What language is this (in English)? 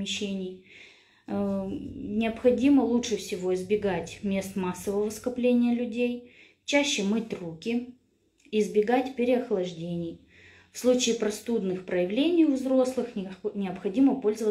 Russian